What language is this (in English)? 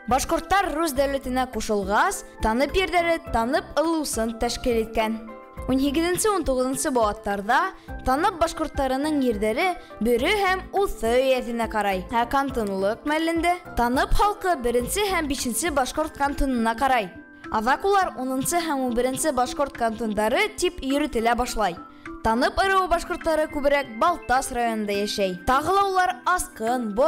Bashkir